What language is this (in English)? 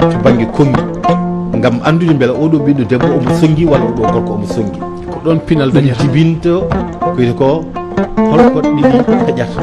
Fula